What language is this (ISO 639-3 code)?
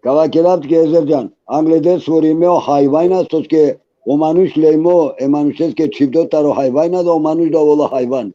rmn